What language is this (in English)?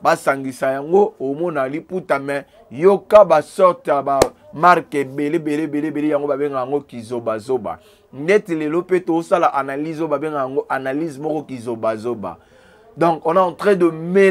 Lingala